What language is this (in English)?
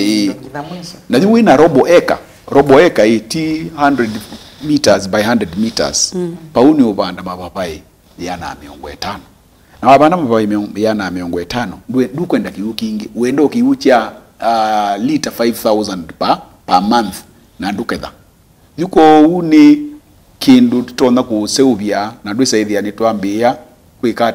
Kamba